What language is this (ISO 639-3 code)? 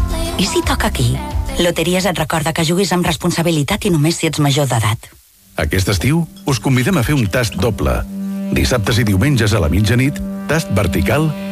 cat